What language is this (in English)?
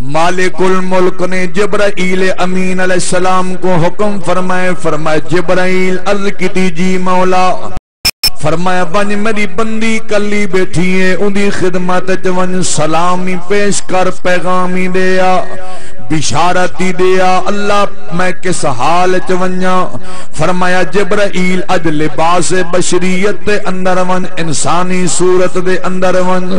Saraiki